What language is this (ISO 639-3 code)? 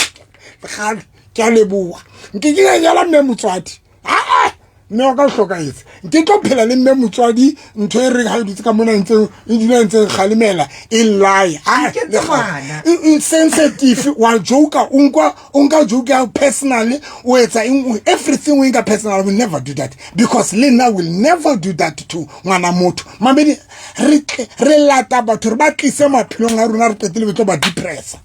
sot